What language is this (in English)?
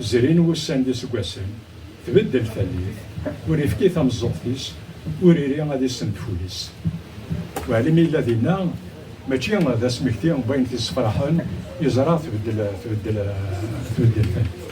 Kabyle